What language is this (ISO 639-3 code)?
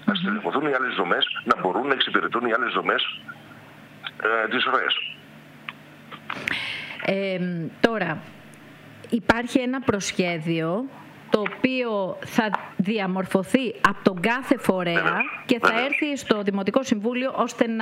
ell